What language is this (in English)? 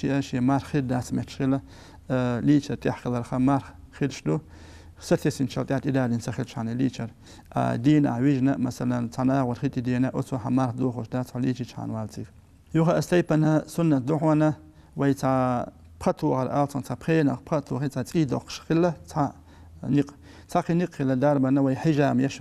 Chechen